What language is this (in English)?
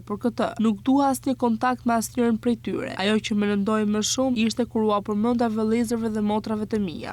Albanian